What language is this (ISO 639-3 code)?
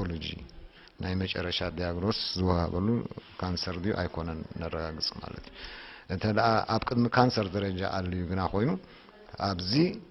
tir